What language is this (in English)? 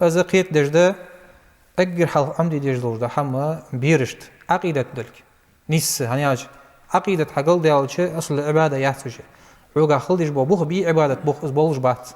Ingush